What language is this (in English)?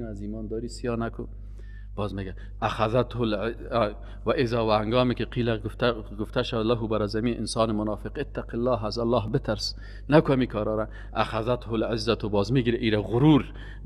Persian